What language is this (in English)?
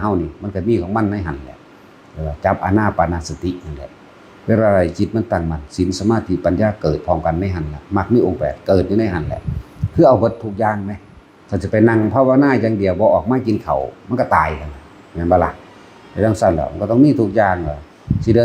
Northeastern Thai